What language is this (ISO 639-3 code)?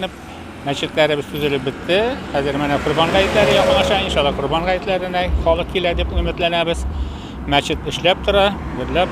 tat